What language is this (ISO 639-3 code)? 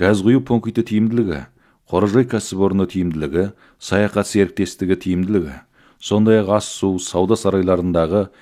kaz